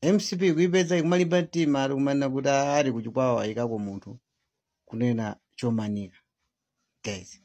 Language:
Nyanja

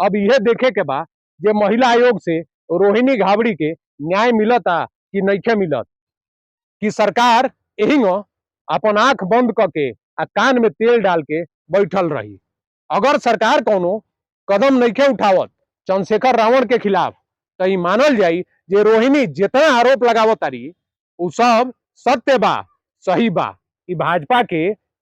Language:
Bhojpuri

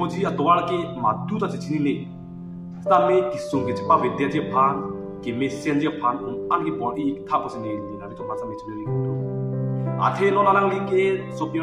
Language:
Karbi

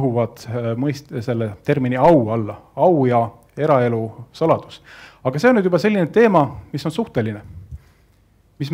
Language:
Estonian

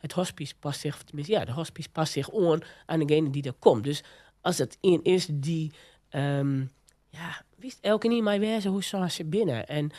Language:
Western Frisian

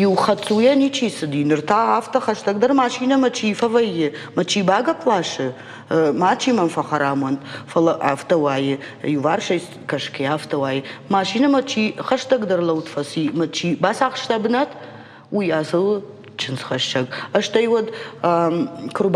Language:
Ossetic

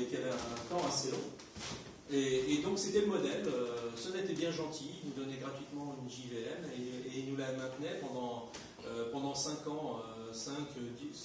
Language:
French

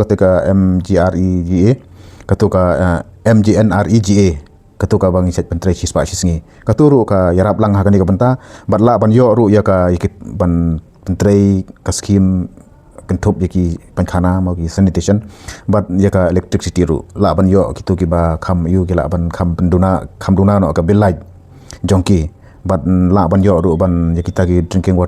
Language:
Khasi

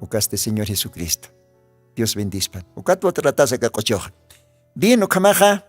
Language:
Aymara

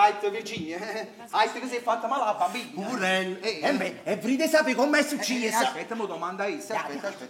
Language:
Neapolitan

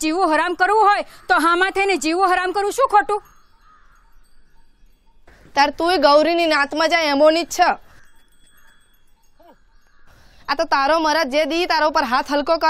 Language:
Gujarati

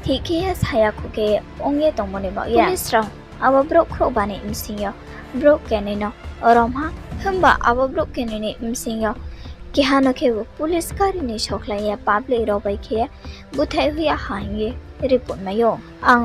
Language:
Riang (India)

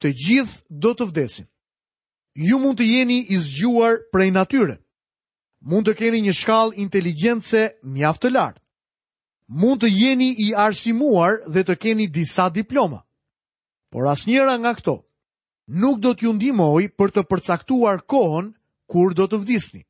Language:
Albanian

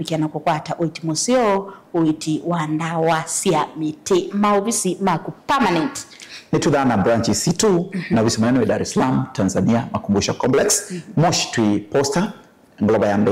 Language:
Kamba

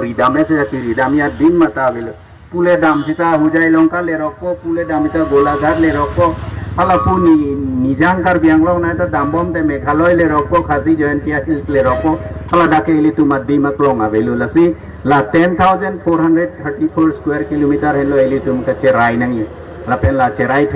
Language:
Karbi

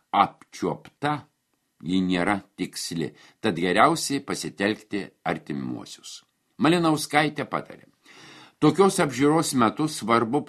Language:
Lithuanian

